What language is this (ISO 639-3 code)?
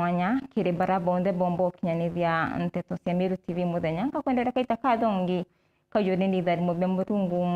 mer